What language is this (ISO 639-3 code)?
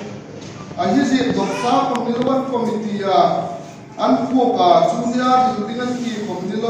hmr